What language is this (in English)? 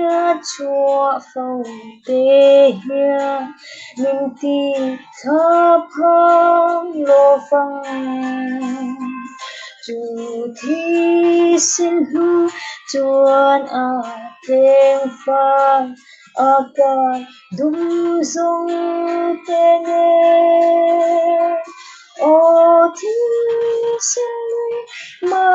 Falam Chin